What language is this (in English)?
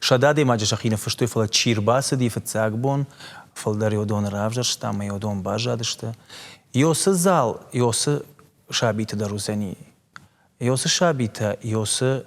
Ossetic